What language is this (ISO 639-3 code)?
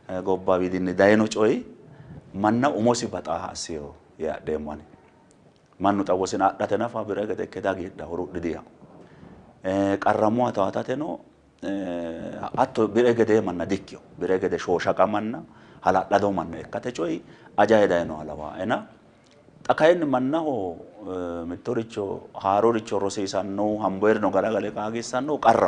sid